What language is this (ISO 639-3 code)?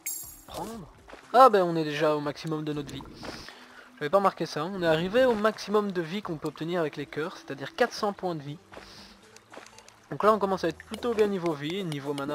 fra